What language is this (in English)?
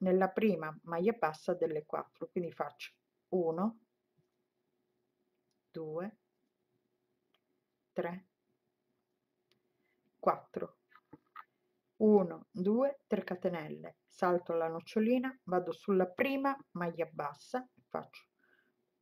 Italian